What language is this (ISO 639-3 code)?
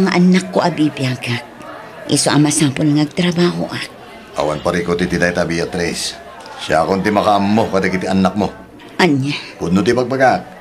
ilo